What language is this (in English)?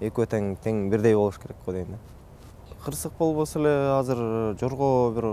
Kyrgyz